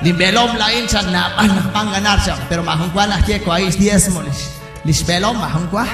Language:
Kekchí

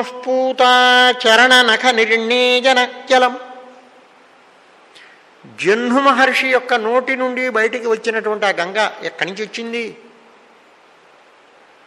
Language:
Telugu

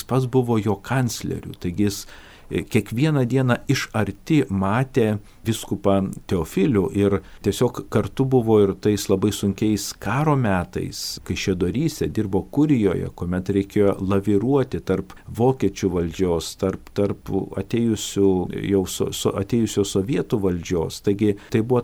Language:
Lithuanian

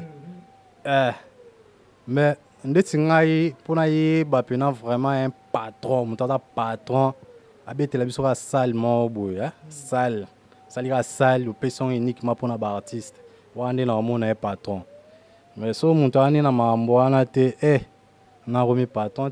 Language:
Lingala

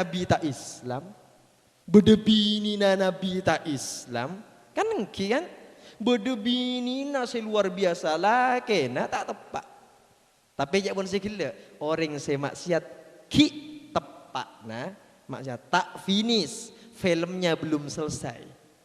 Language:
Madurese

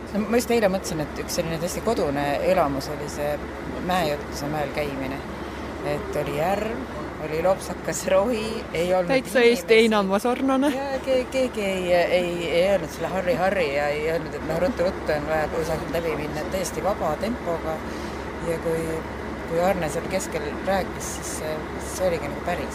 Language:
Estonian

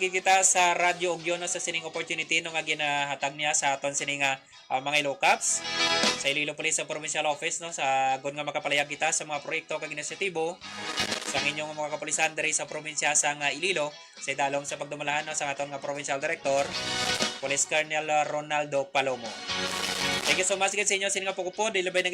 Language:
Hiligaynon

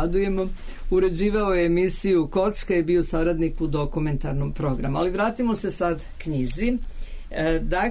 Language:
Serbian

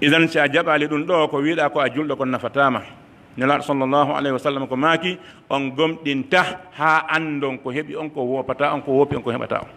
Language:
Pular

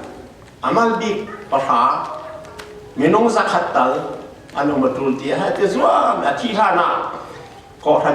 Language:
Falam Chin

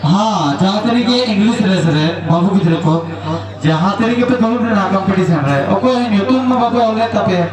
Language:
Santali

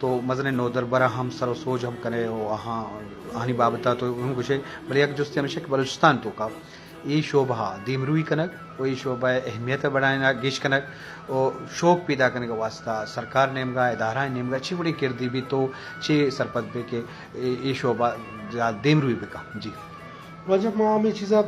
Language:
Eastern Balochi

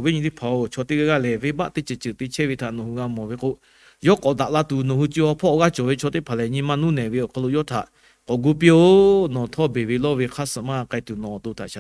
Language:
Lahu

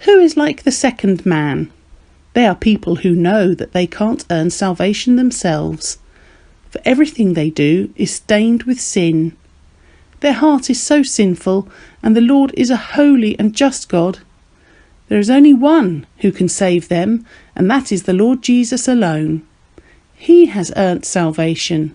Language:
English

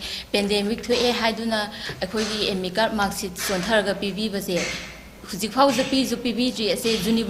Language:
Manipuri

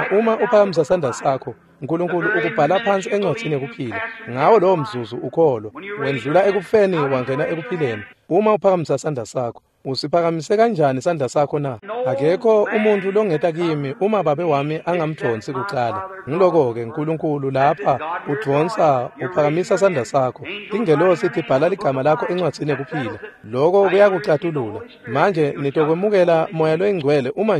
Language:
Swati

